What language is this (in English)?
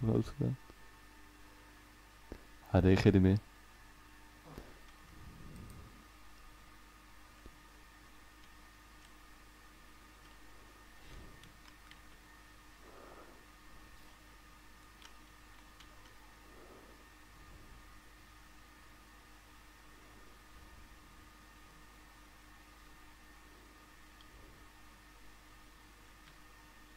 Dutch